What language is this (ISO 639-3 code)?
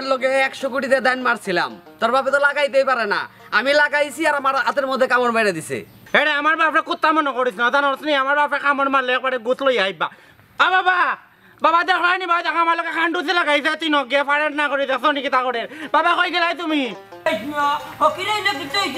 syl